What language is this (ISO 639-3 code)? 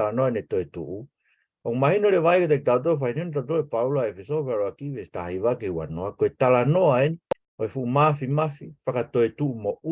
ton